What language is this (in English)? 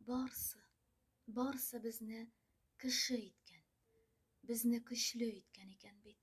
Tatar